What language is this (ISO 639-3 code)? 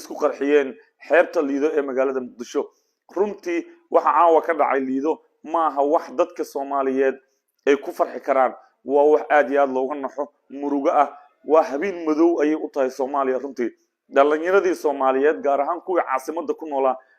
som